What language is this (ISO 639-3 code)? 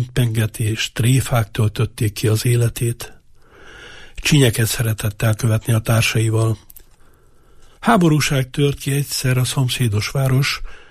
hun